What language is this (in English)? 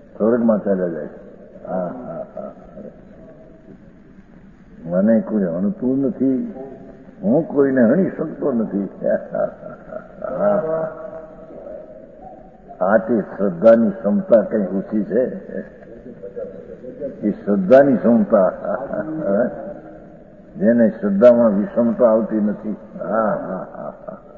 Gujarati